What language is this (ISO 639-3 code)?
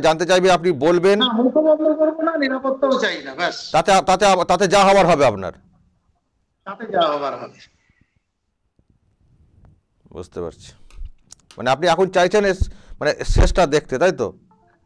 ben